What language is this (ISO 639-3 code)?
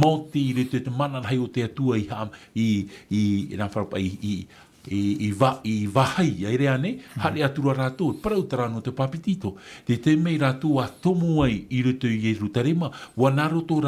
tah